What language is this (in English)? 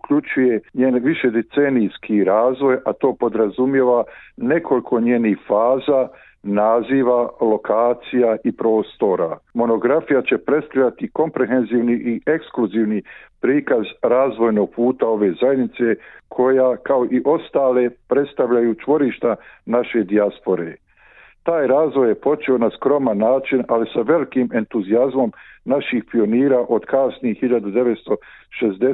Croatian